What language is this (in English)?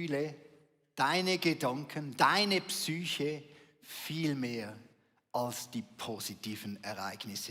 Swiss German